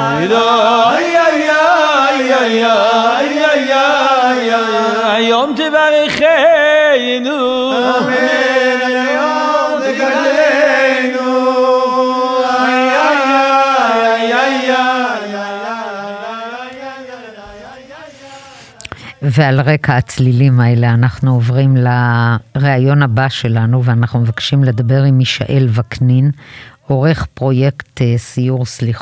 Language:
Hebrew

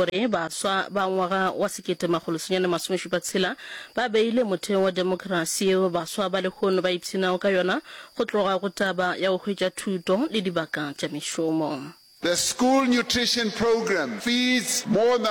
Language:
Northern Sotho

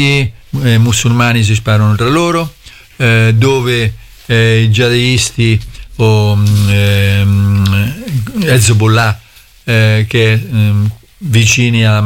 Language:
Italian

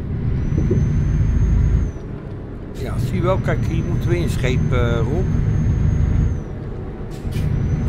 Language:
Dutch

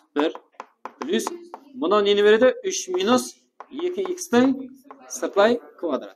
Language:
Kara-Kalpak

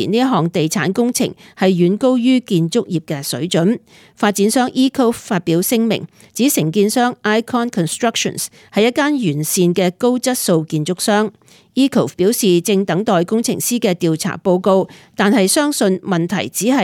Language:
Cantonese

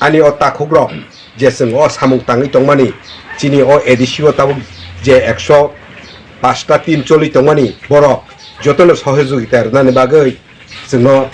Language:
Kok Borok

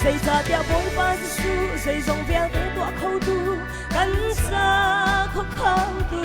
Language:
Hakha Chin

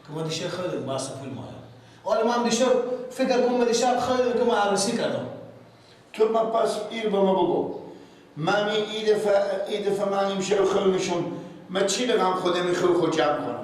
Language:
Persian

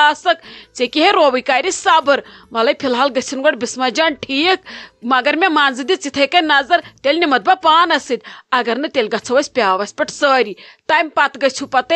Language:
Kashmiri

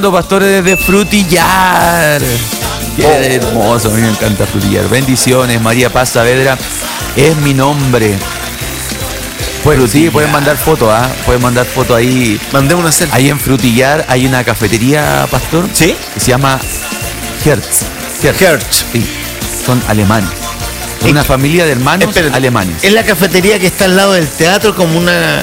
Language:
Spanish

